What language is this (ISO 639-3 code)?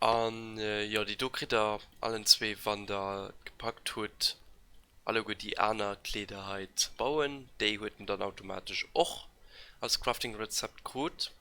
ltz